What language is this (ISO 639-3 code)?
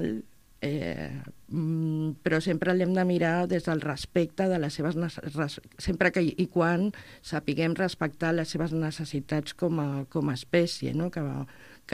cat